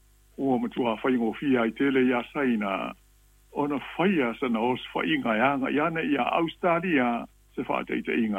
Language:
Samoan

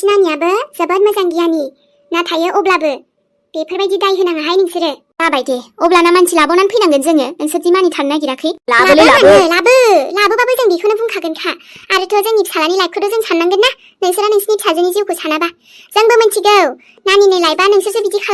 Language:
Bodo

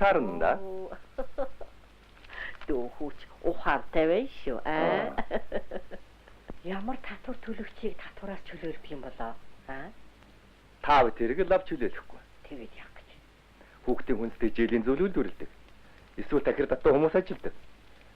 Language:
Mongolian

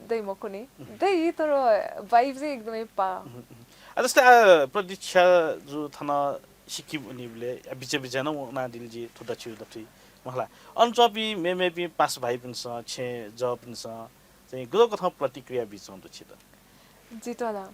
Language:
Newari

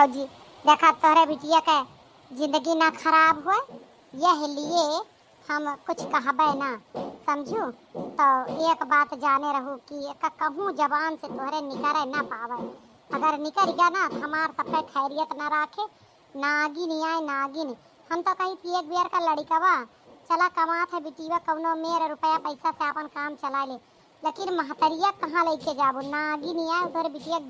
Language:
Awadhi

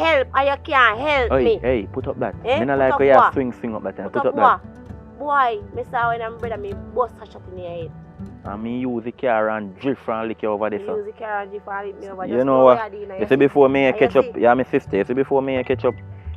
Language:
Jamaican Creole English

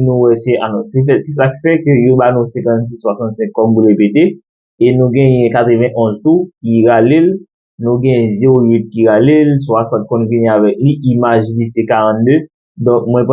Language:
Haitian Creole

